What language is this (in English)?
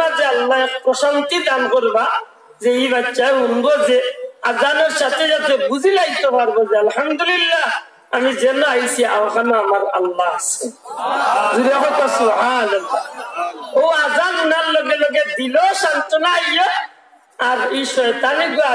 Sylheti